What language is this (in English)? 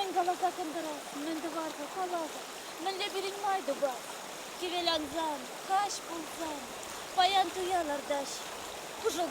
Chuvash